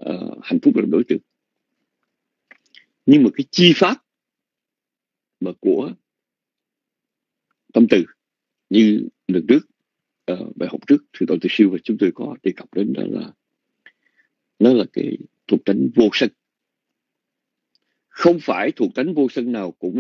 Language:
Vietnamese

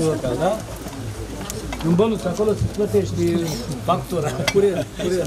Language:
Romanian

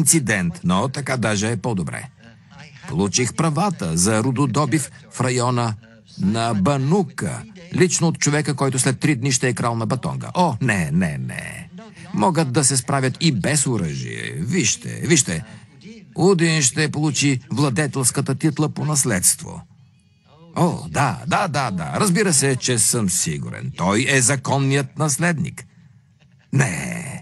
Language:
Bulgarian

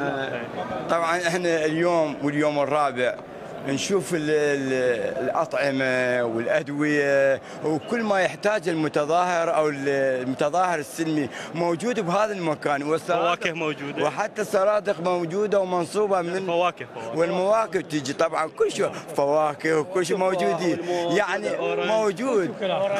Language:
Mesopotamian Arabic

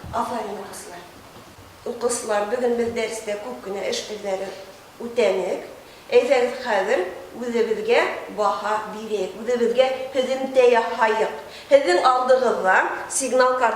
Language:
Bashkir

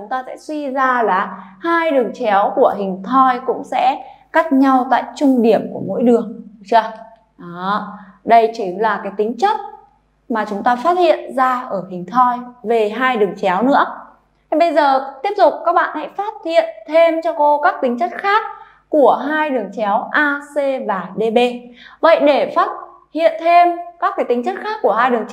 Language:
Vietnamese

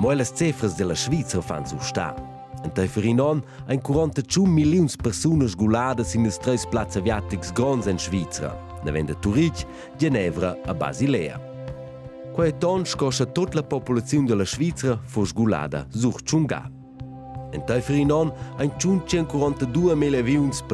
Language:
Romansh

